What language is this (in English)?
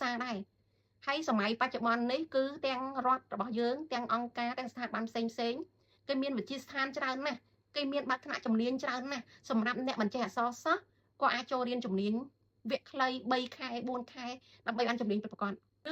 Khmer